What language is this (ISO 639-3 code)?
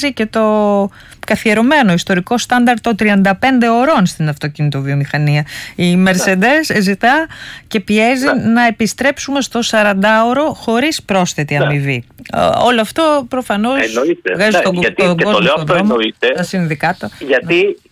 ell